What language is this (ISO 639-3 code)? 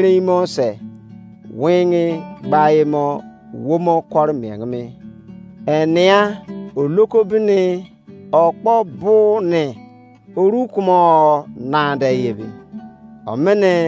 ijc